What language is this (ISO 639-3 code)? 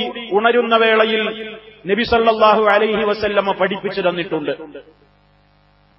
mal